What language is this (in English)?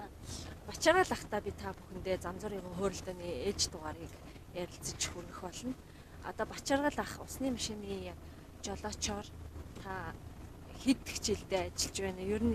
Mongolian